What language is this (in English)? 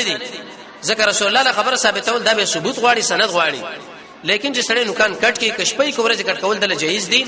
Pashto